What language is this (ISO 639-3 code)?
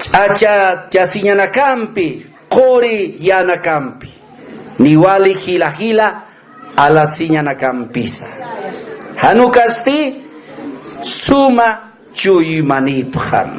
aym